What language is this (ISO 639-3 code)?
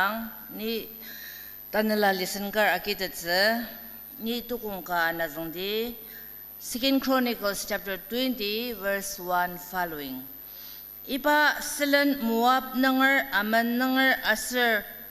njo